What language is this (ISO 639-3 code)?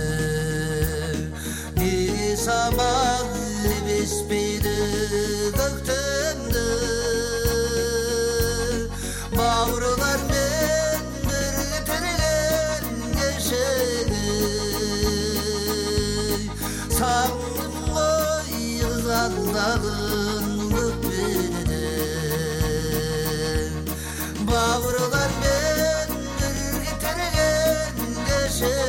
kaz